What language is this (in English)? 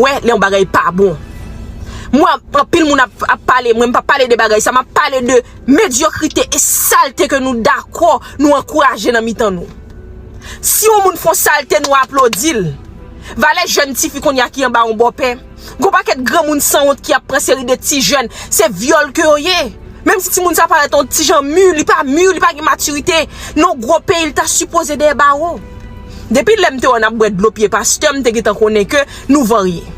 Haitian Creole